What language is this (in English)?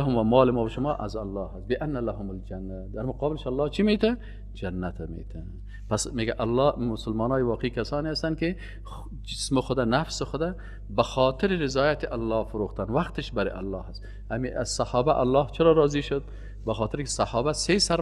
Persian